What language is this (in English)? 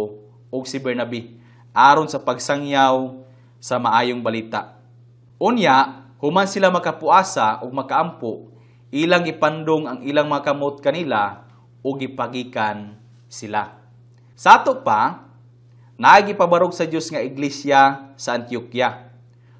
Cebuano